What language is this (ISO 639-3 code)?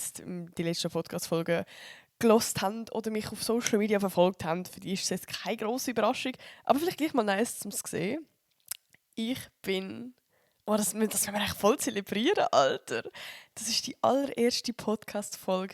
gsw